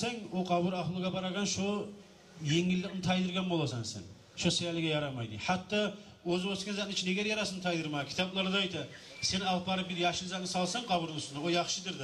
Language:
Kumyk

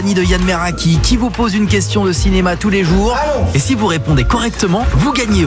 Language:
French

